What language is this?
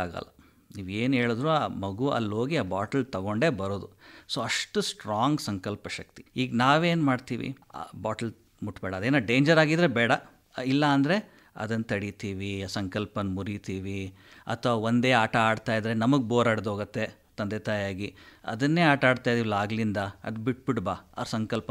Kannada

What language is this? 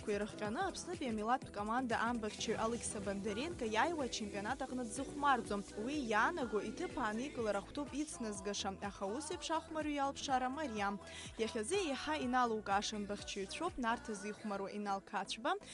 Abkhazian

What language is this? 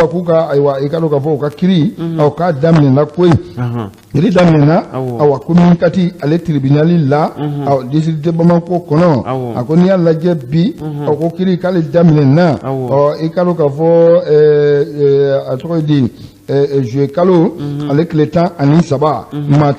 Bambara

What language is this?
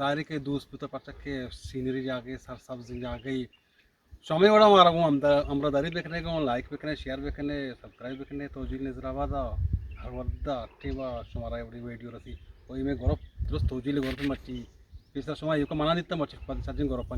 Eastern Balochi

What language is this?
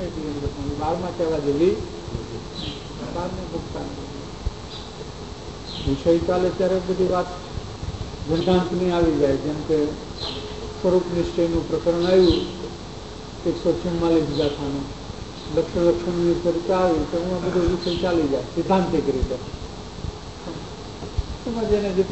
Gujarati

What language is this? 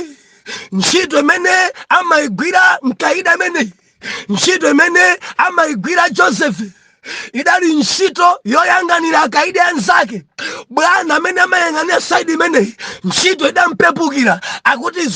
Nyanja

